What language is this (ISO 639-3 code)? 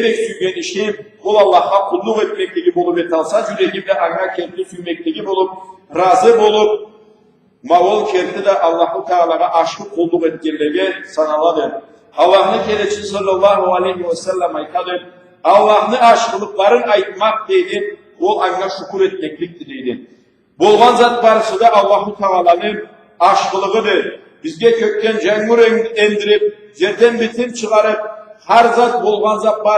krc